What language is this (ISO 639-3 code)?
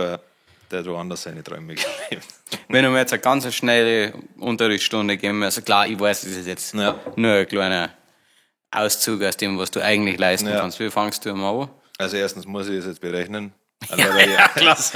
bar